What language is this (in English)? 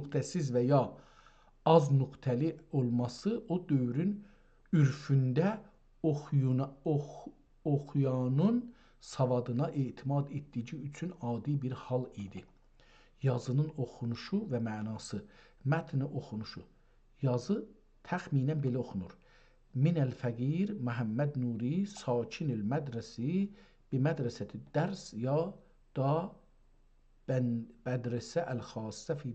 South Azerbaijani